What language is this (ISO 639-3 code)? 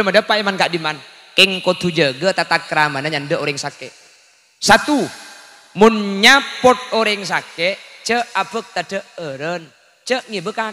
mad